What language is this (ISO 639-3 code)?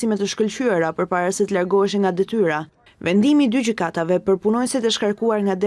sqi